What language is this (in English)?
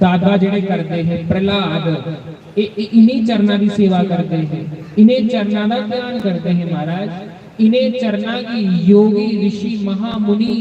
Dogri